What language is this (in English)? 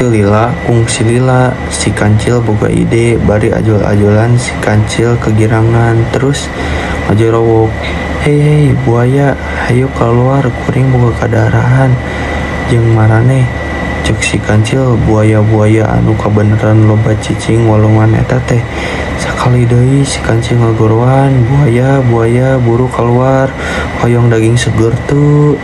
Sundanese